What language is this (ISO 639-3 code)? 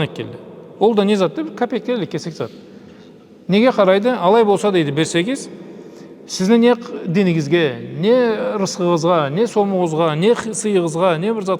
krc